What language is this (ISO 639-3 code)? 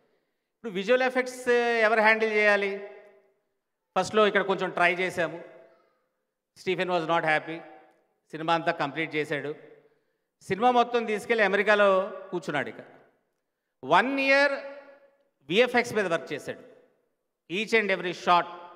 tel